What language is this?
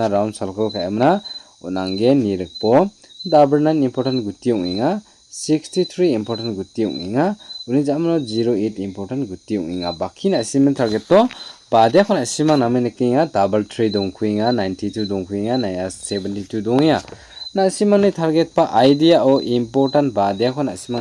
Garo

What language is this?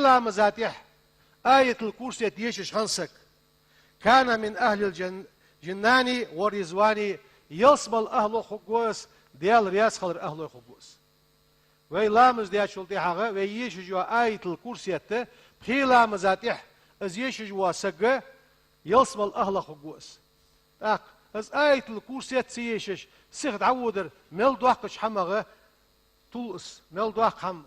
Ingush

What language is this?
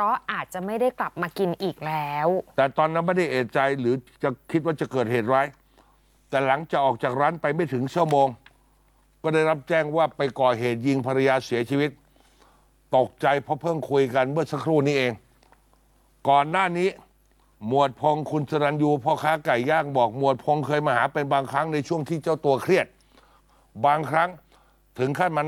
Thai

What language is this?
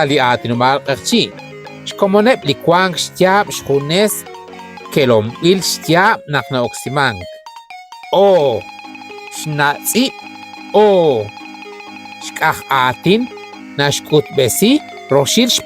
Kekchí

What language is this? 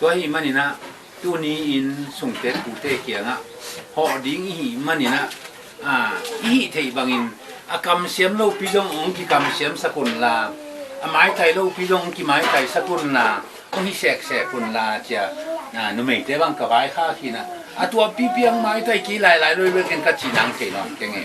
Tedim Chin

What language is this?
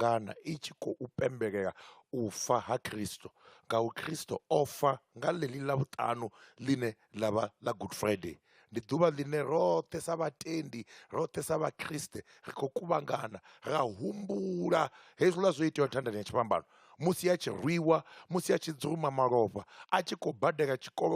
Venda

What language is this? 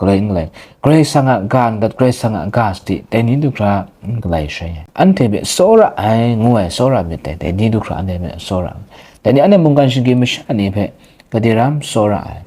Kachin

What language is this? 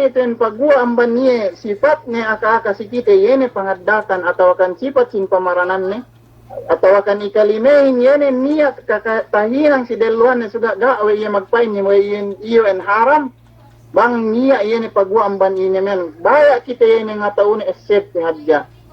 Yakan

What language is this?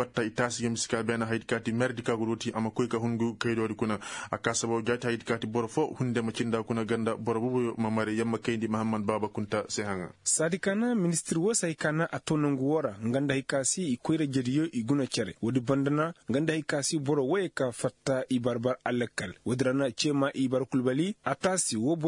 Koyraboro Senni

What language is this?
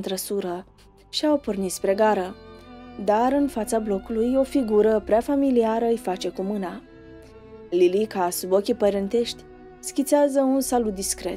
Romanian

